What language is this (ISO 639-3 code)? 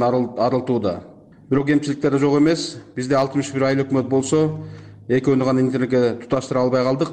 kir